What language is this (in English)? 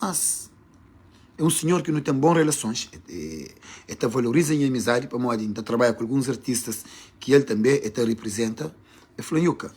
Kabuverdianu